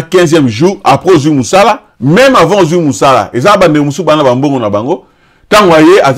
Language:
Lingala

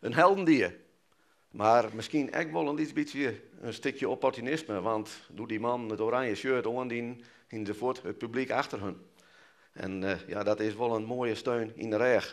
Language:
Western Frisian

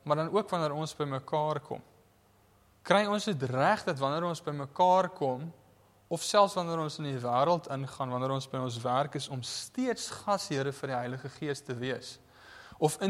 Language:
Afrikaans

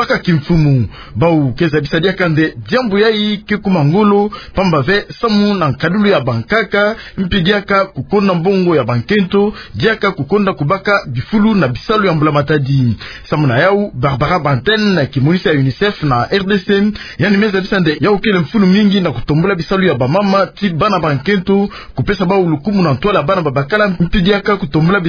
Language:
Kituba (Democratic Republic of Congo)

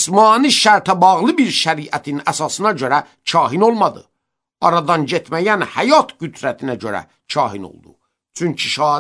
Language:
Azerbaijani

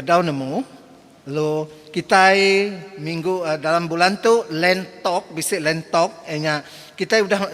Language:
Iban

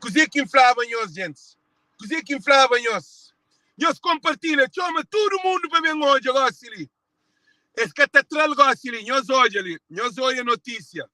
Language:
Kabuverdianu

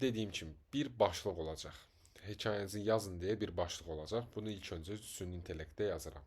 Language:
Azerbaijani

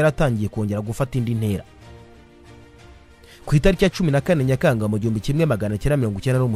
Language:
Kinyarwanda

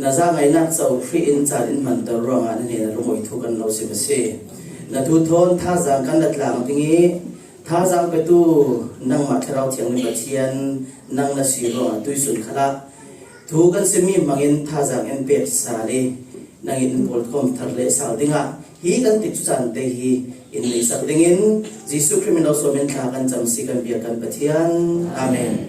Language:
Falam Chin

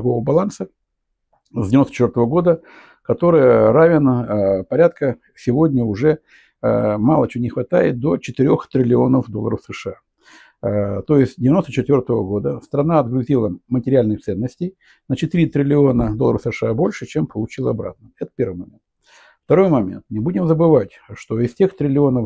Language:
Russian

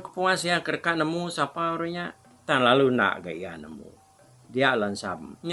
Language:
Iban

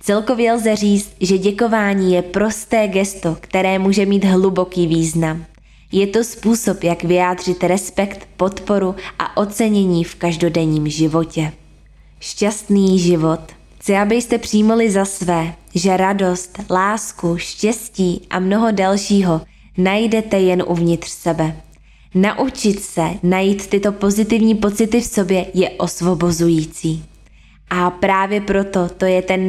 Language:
Czech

